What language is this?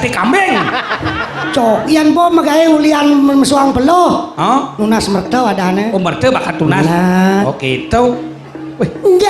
Balinese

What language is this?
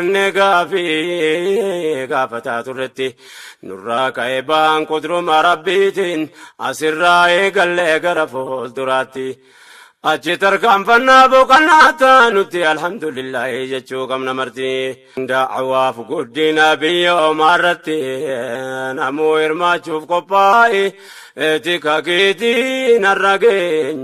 Oromo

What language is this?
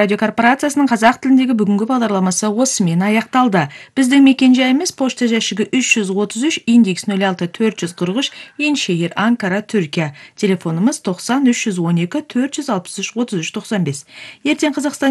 Kazakh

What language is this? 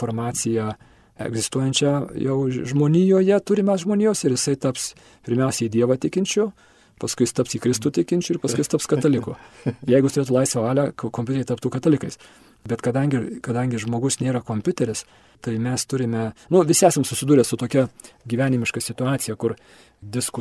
Lithuanian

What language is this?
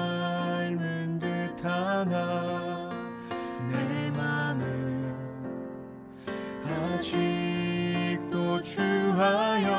Korean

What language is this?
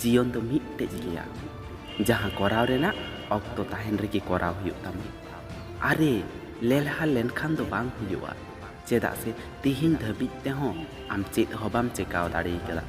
Santali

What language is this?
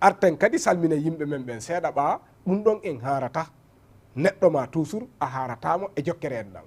Fula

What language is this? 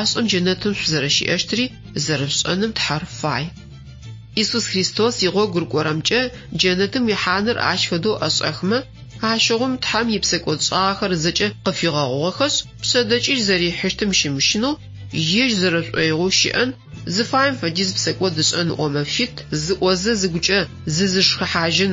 Adyghe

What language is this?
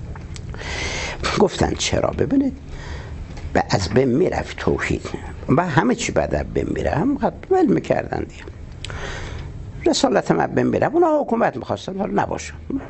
Persian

